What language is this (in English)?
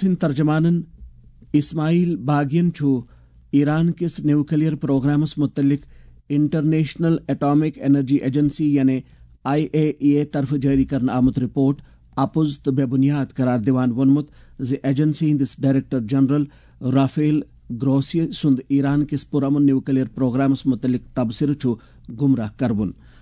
Kashmiri